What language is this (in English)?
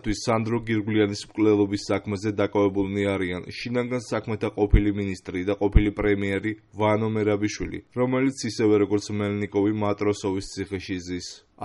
Georgian